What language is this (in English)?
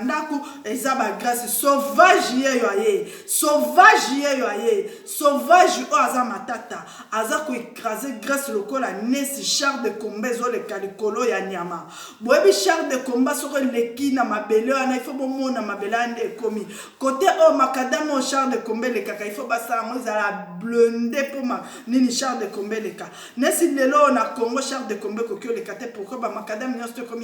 Lingala